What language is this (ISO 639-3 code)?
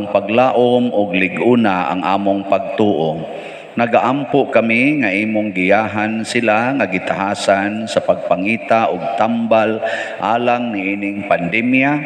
ceb